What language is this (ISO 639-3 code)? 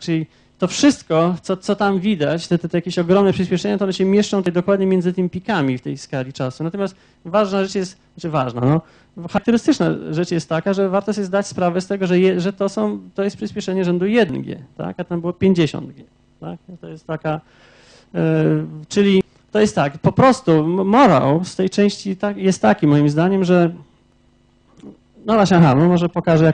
pol